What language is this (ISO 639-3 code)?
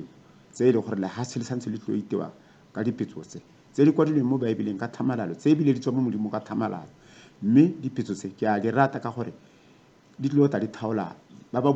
tsn